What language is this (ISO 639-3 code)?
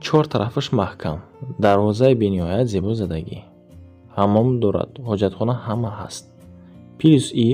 tgk